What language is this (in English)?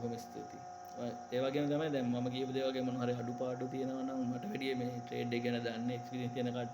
Sinhala